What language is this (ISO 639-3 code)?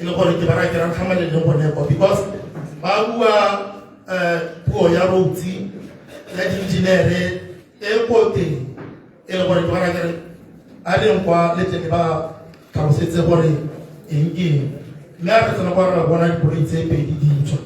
tsn